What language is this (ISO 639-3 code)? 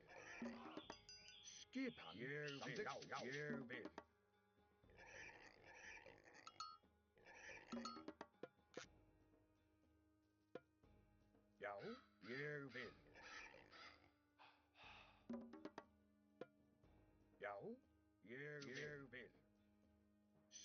isl